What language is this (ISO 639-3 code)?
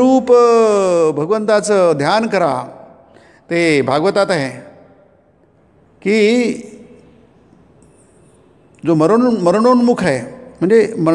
mar